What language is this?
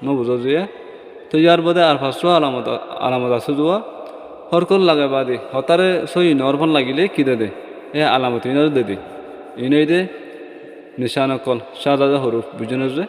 Rohingya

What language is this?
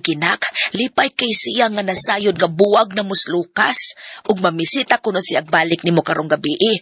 Cebuano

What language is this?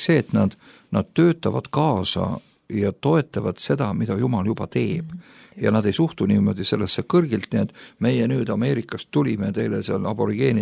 Estonian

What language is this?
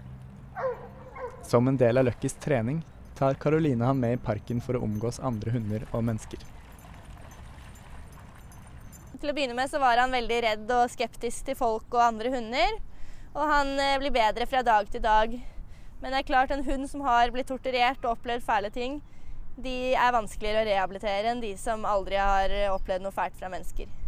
Norwegian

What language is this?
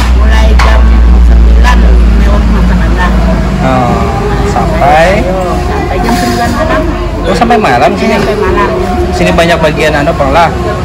Banjar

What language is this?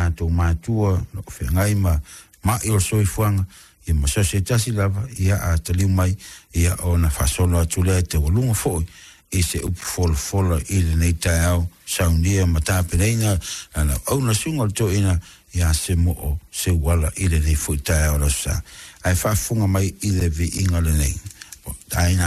Samoan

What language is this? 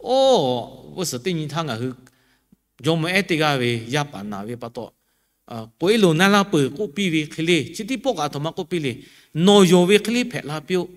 Lahu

